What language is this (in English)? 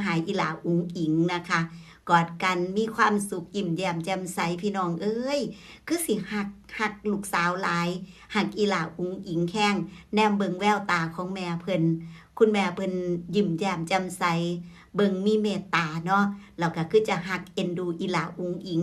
Northeastern Thai